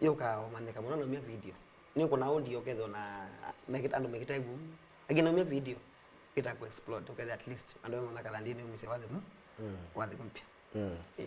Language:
Kamba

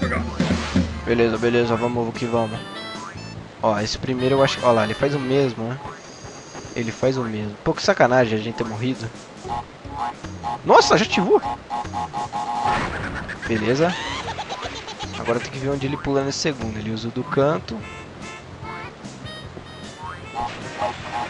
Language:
Portuguese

